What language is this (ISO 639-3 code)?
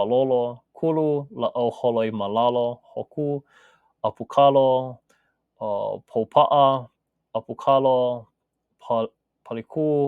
haw